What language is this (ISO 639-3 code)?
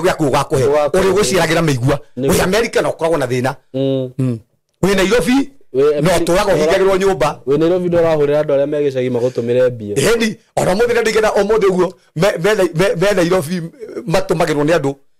kik